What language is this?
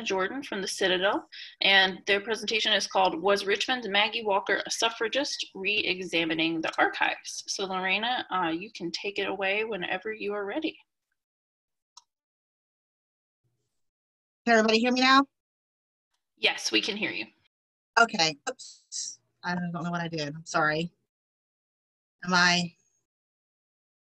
English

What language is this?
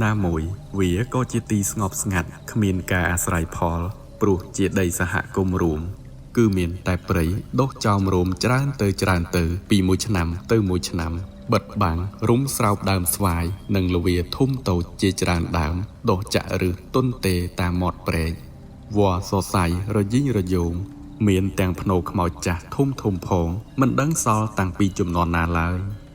Khmer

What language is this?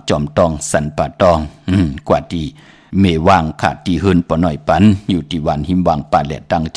Shan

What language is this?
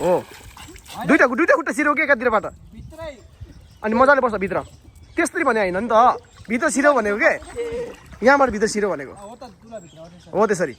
Nepali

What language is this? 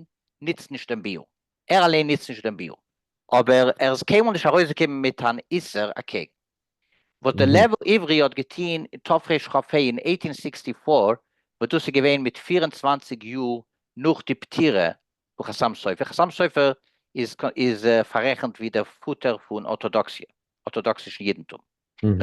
Yiddish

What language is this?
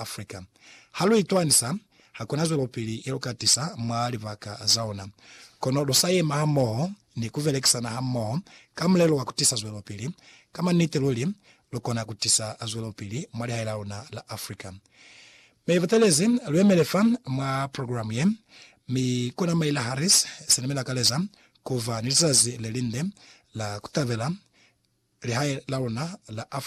Lozi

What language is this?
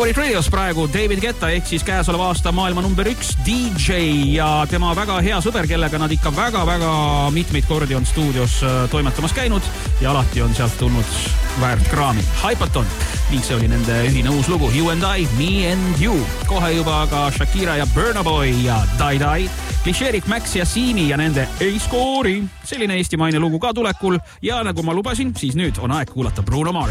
Estonian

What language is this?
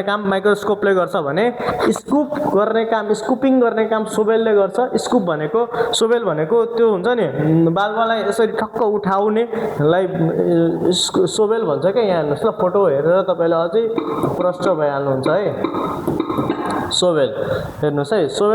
Nepali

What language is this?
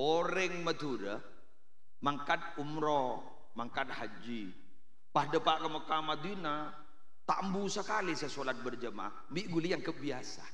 Madurese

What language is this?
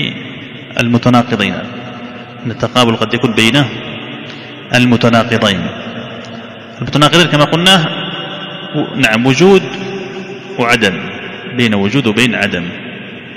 Arabic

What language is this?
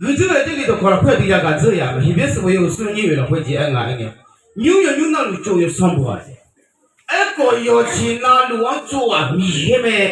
Akha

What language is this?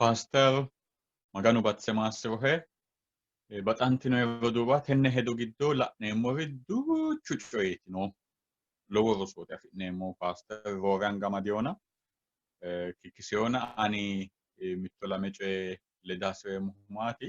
Sidamo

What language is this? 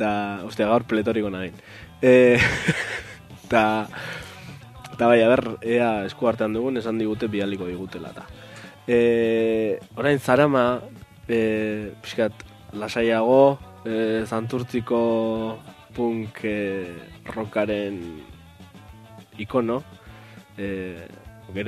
Basque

